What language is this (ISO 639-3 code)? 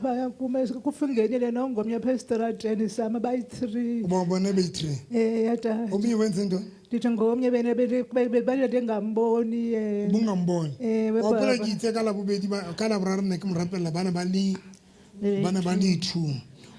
sot